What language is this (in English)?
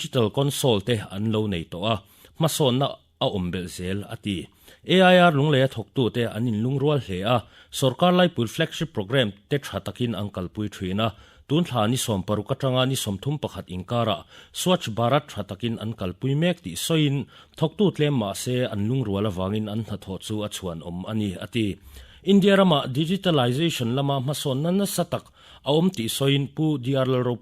Mizo